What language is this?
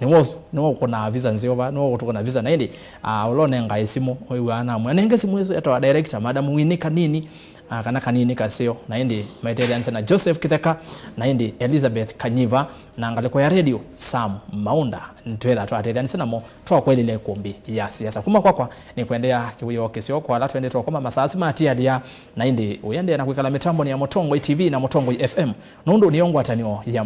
Kamba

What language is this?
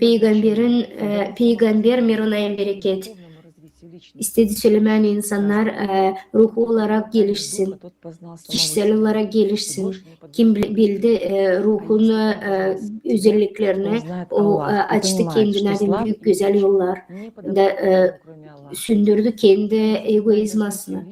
Gagauz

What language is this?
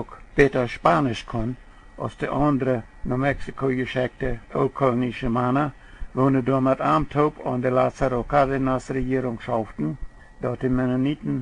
Plautdietsch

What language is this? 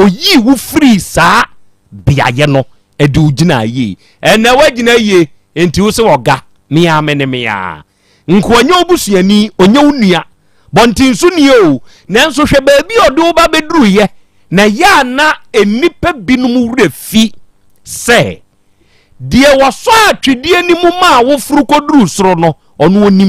Akan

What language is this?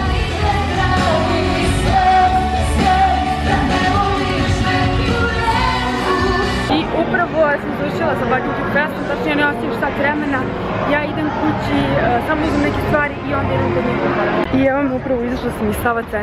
Serbian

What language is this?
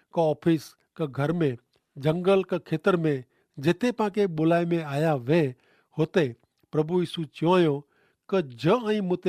Kachhi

